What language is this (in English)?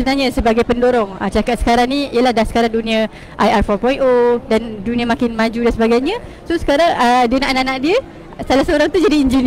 Malay